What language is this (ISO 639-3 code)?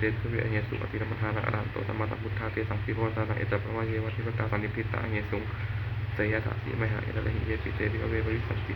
pli